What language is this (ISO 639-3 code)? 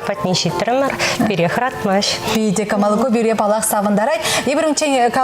chv